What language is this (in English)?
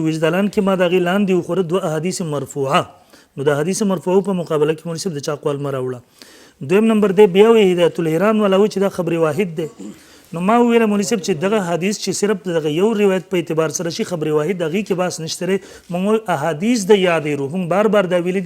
Pashto